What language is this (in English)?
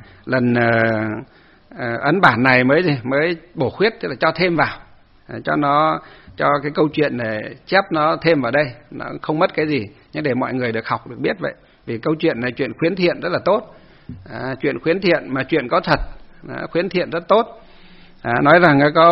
Vietnamese